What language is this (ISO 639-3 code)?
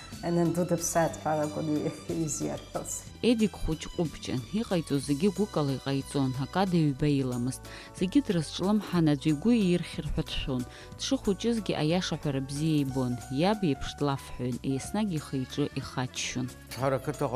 abk